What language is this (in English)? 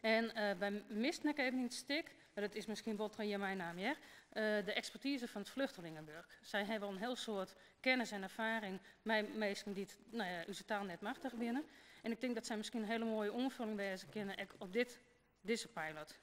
Western Frisian